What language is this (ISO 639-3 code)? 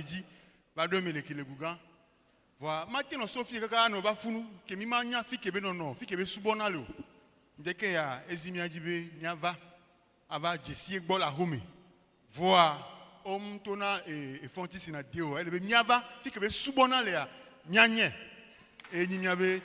ewe